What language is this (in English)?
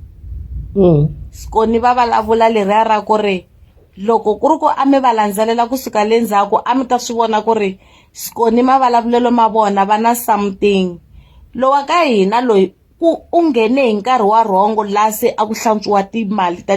Tsonga